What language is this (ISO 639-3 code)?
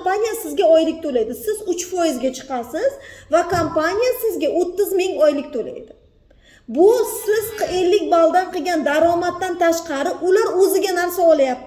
uzb